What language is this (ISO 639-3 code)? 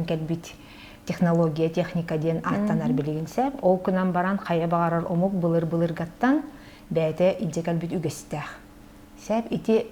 sah